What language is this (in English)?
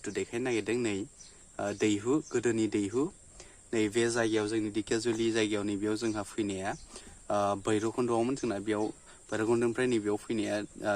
Bodo